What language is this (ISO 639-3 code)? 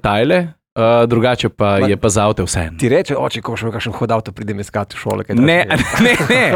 slv